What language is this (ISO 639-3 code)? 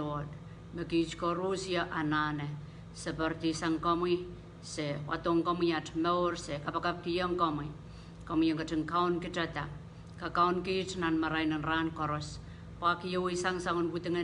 pon